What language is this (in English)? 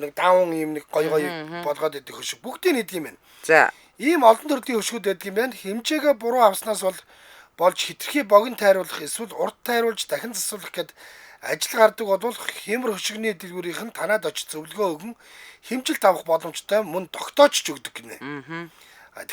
Mongolian